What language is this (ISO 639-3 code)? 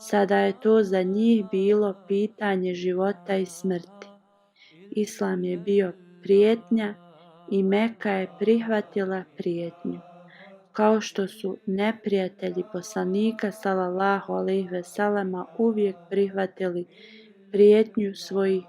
bos